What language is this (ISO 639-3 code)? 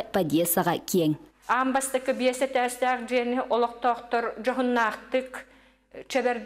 sah